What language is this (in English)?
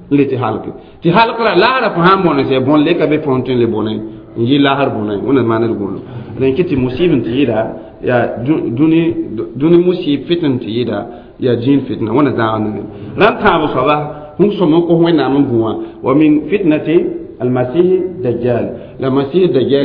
Mossi